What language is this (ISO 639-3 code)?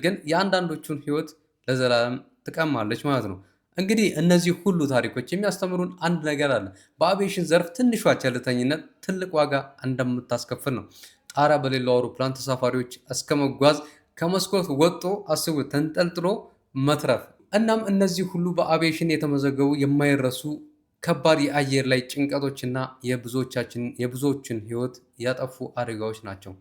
amh